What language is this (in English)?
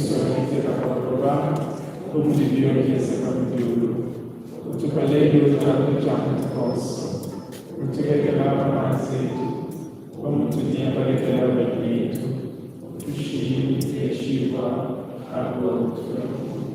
Luba-Lulua